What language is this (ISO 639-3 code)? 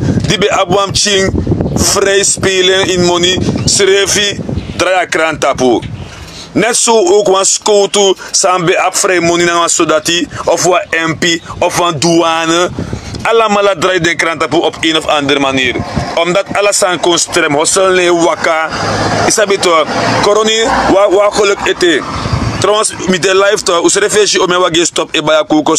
srn